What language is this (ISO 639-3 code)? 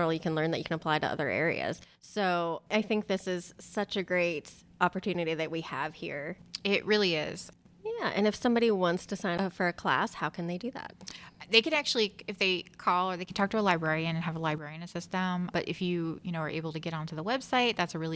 eng